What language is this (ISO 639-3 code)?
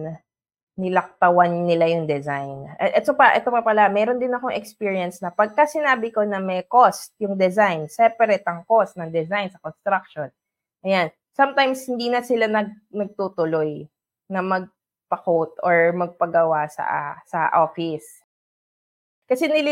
fil